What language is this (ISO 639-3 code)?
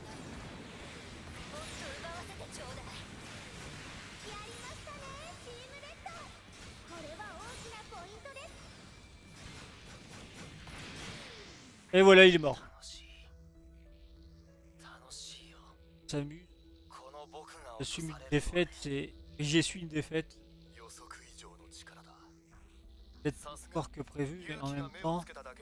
fra